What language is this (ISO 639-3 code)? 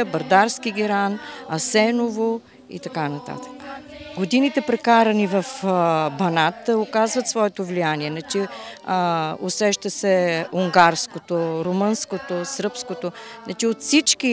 bul